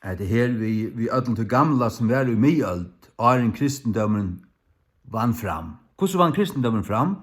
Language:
Faroese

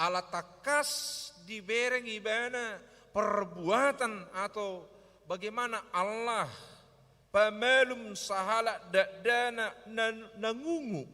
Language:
Batak Toba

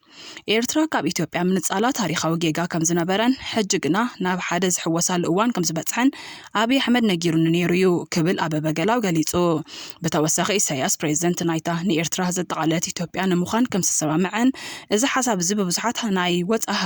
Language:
Tigrinya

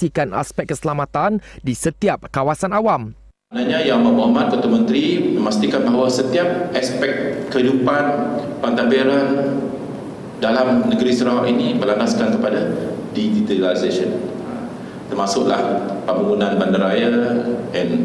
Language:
Malay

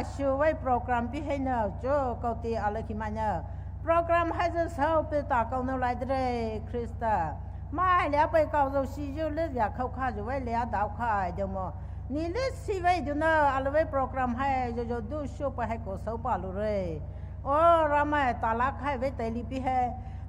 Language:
Poumei Naga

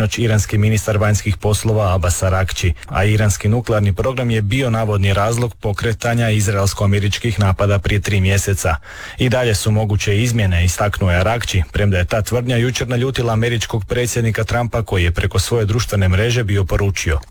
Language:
Croatian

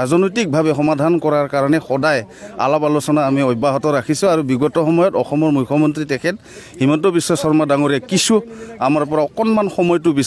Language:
Assamese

